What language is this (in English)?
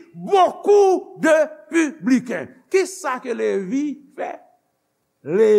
Haitian Creole